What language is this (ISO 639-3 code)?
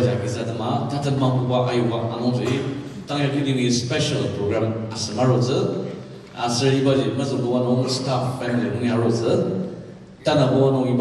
njo